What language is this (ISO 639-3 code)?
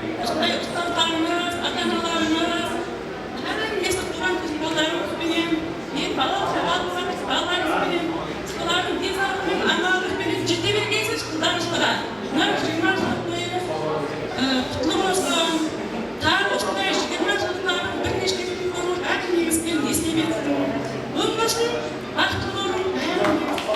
kaa